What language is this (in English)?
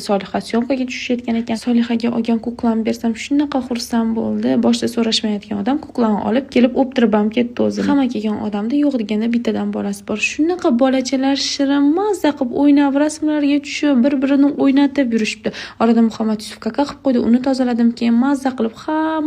Uzbek